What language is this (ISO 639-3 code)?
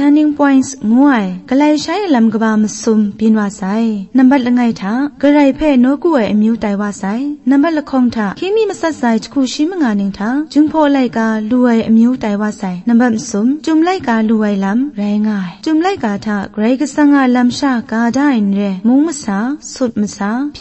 kac